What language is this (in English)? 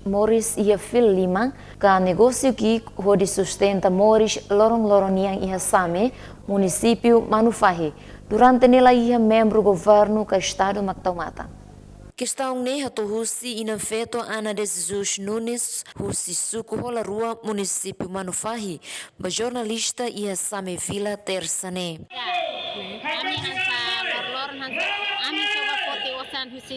Tetum